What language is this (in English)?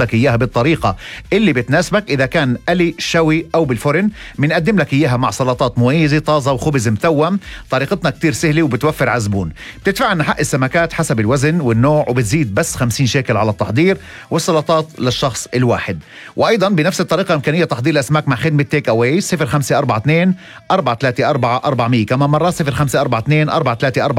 North Levantine Arabic